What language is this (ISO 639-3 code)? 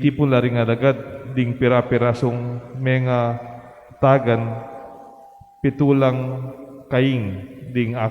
pam